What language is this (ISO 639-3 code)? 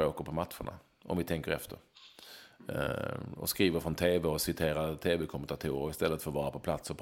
swe